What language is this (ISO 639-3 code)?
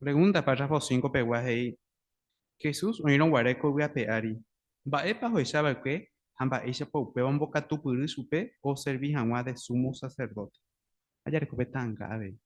grn